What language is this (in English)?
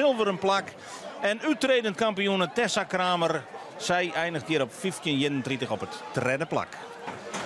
Western Frisian